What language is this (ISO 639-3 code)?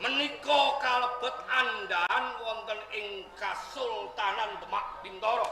jav